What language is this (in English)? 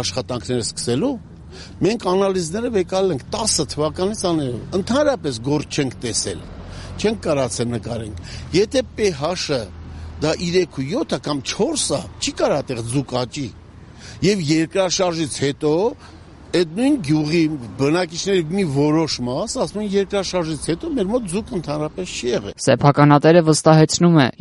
Armenian